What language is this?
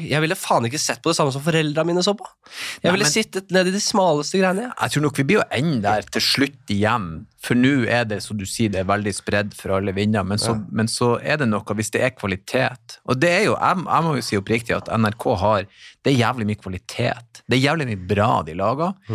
Norwegian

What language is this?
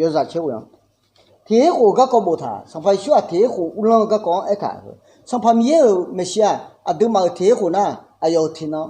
Akha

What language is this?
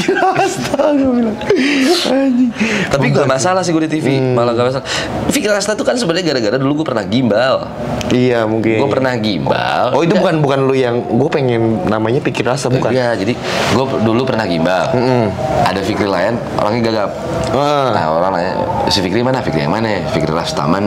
Indonesian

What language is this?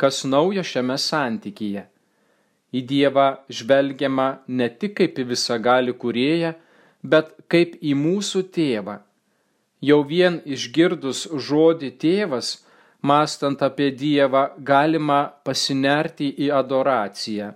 Lithuanian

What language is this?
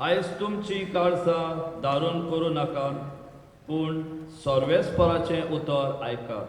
Konkani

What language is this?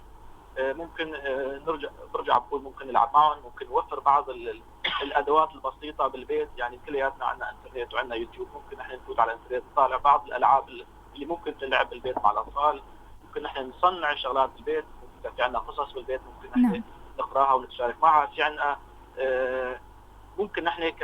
North Levantine Arabic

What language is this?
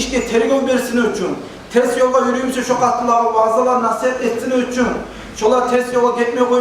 Kumyk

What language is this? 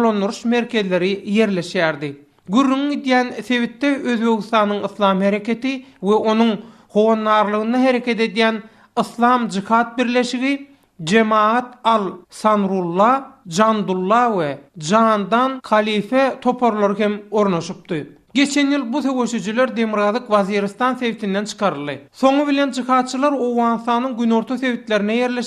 Turkmen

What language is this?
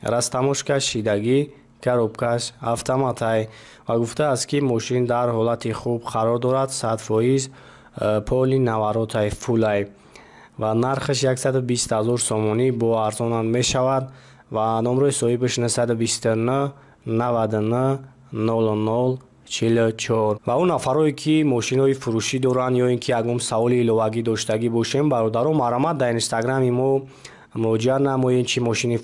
Tajik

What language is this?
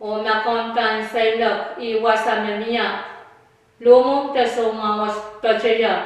Pohnpeian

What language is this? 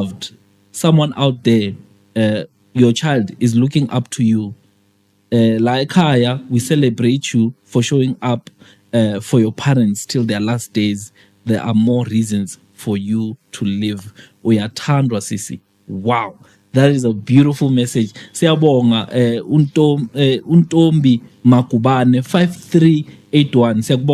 Zulu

